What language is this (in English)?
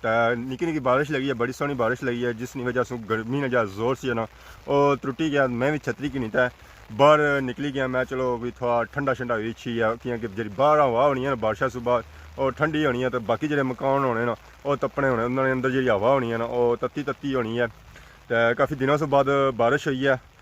Pahari-Potwari